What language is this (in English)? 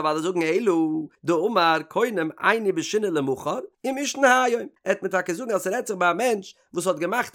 Yiddish